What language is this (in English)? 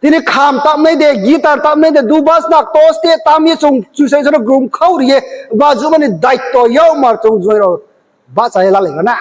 Riang (India)